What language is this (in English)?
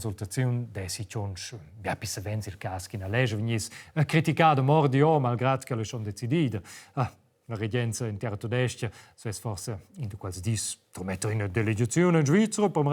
Romansh